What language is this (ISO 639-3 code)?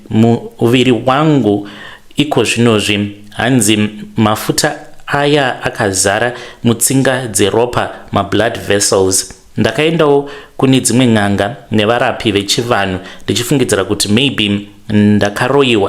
sna